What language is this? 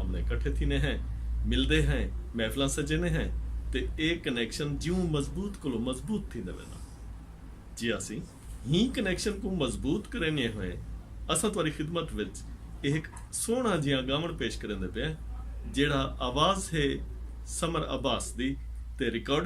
Saraiki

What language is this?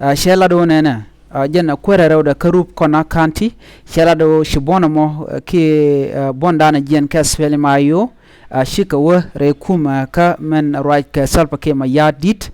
Nuer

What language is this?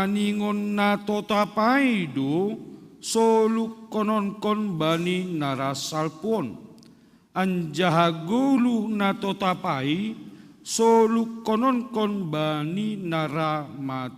Batak Simalungun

